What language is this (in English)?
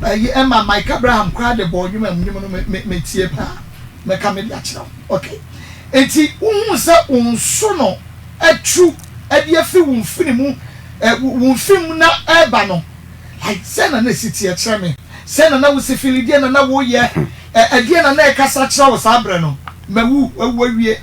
Akan